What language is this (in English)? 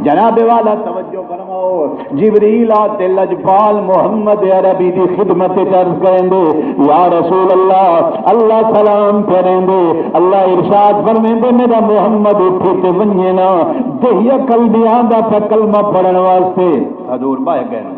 Saraiki